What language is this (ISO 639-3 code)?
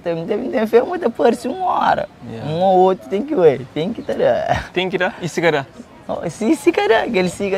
kea